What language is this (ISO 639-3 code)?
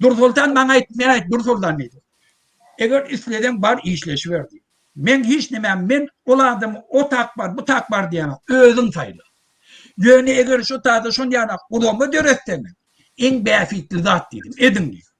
tuk